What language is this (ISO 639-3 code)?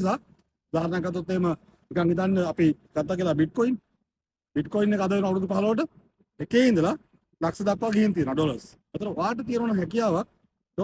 sin